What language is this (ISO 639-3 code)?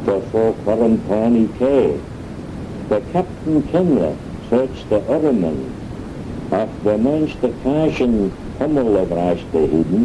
glv